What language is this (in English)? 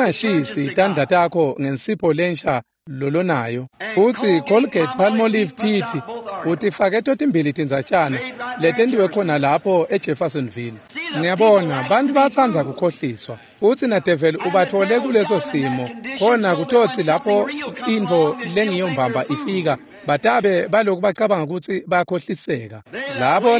Swati